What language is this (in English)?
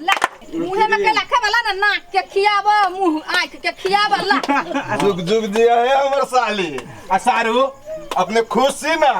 Maithili